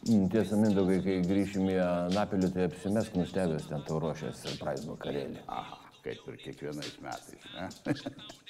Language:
Lithuanian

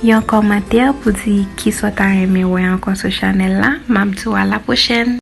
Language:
Haitian Creole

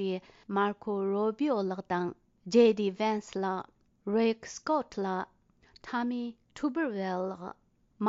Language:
Tibetan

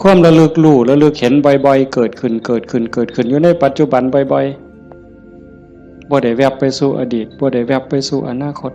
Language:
Northeastern Thai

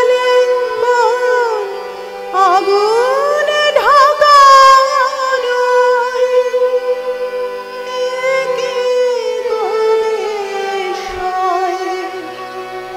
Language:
Bangla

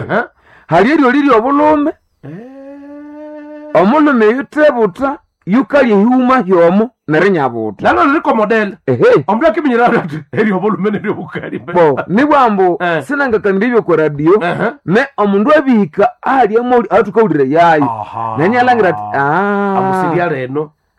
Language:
Nande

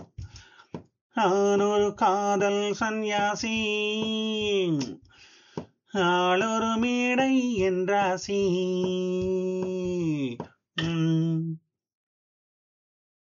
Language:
Tamil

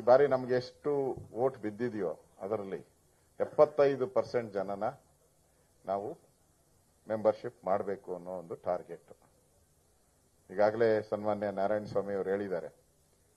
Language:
Kannada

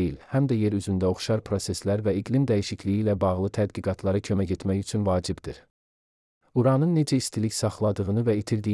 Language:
Azerbaijani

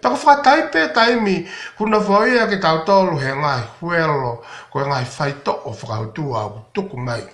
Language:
Tongan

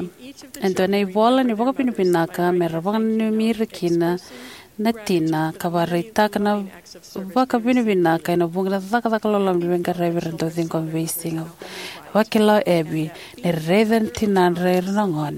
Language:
Fijian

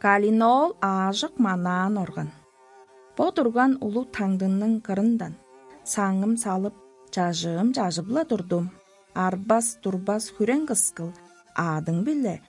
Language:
Tuvinian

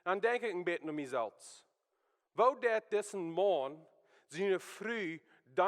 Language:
Plautdietsch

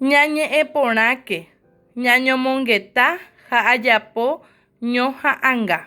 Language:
Guarani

